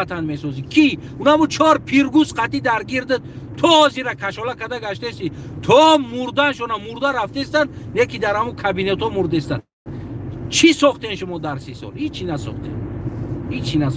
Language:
Tajik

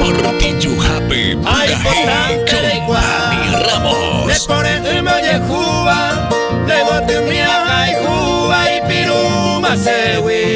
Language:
Guarani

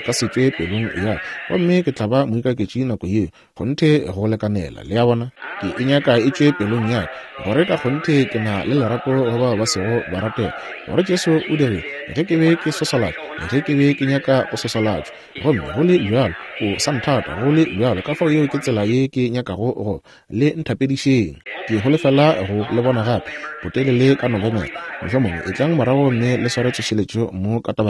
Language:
Northern Sotho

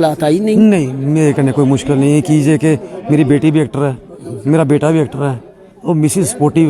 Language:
Dogri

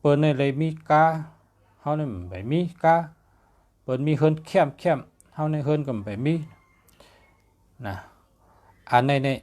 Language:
Shan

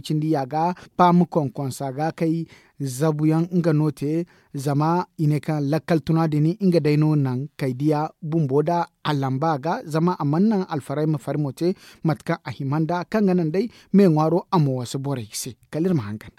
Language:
Zarma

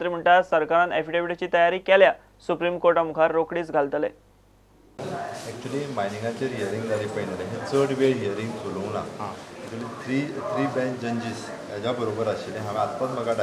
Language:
Konkani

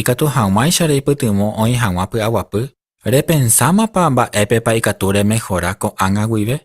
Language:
Guarani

